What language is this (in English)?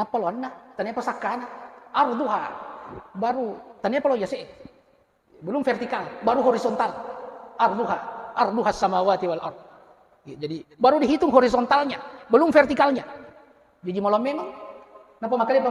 Buginese